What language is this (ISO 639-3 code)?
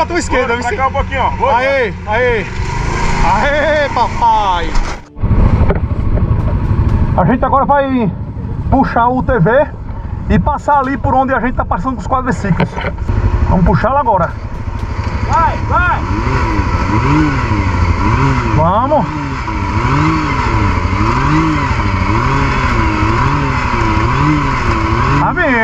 por